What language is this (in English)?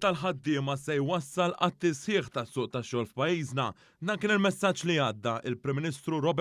Maltese